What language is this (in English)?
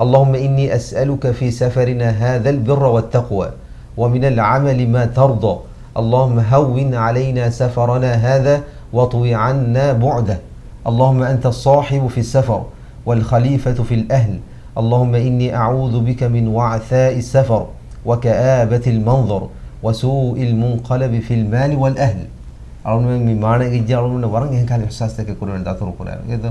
Divehi